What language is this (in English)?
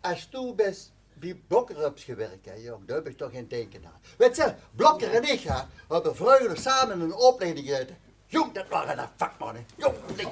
Limburgish